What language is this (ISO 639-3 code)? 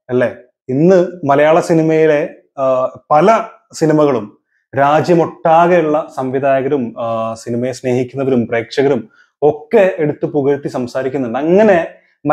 mal